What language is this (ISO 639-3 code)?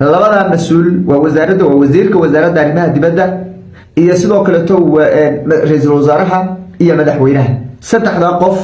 som